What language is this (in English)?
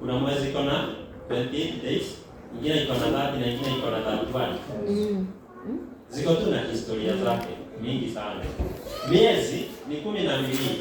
Swahili